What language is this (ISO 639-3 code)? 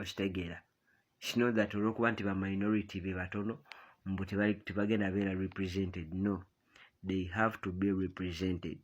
lug